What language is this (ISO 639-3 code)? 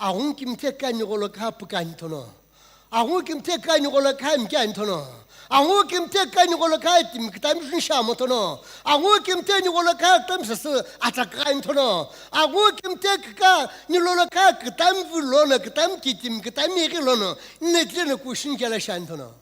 nsm